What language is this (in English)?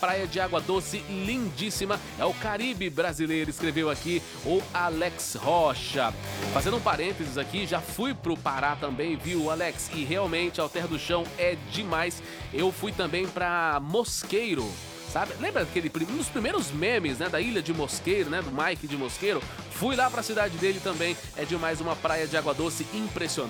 Portuguese